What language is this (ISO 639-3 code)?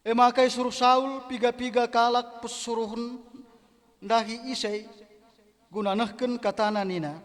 btx